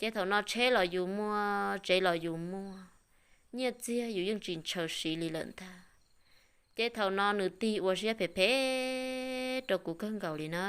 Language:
Hmong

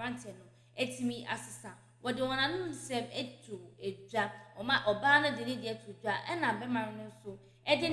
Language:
Akan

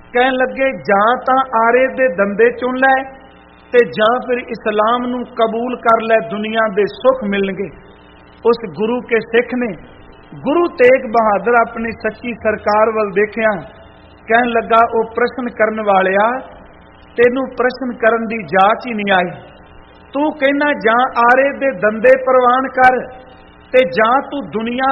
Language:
Punjabi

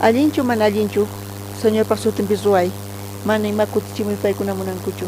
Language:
South Bolivian Quechua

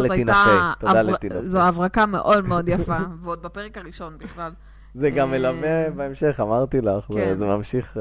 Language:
Hebrew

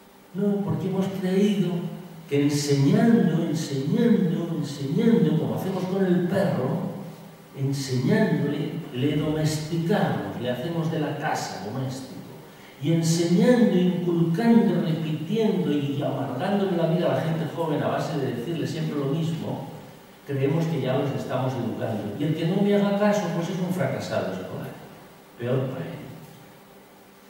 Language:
Spanish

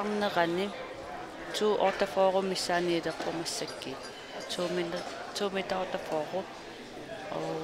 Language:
Kalaallisut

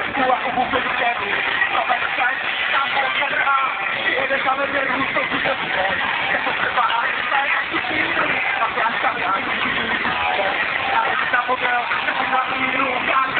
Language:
Polish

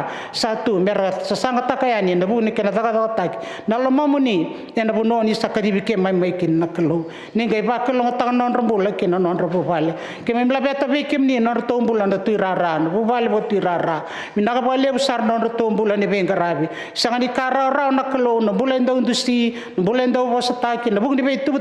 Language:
Fijian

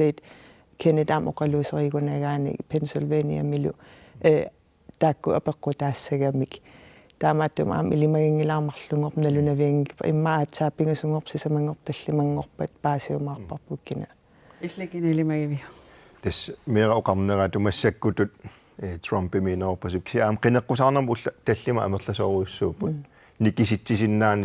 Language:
Kalaallisut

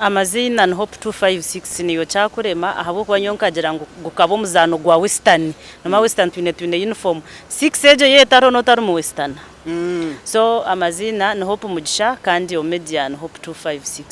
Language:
Nyankole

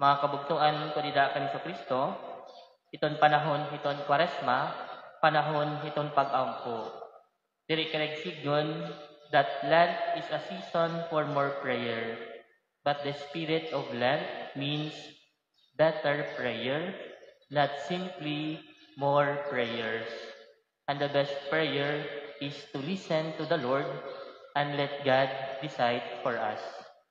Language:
Waray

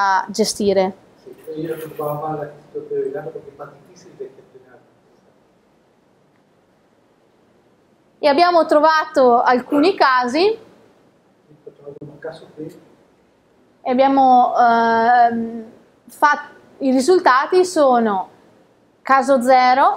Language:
Italian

